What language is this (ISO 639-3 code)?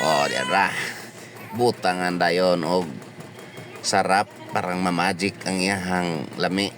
ceb